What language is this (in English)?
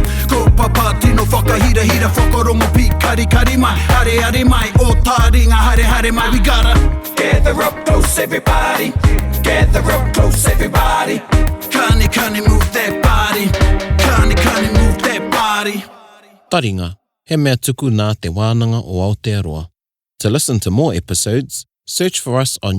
Māori